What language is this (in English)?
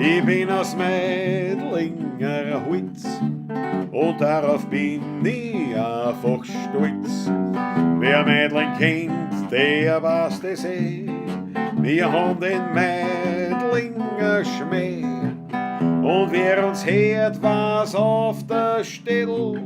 Bavarian